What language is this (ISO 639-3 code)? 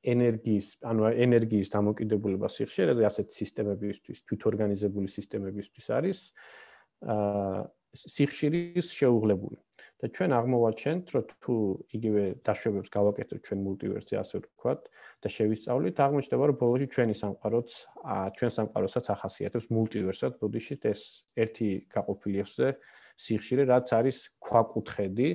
kat